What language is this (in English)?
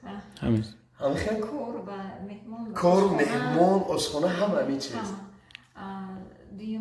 Tajik